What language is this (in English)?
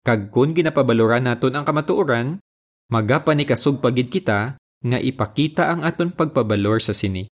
Hiligaynon